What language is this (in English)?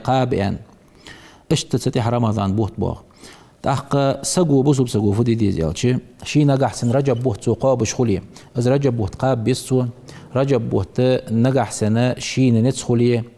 Ingush